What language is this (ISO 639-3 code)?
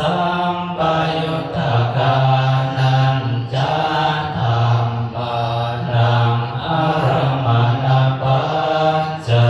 pli